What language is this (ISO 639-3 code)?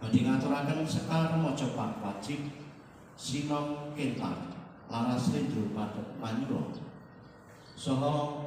jav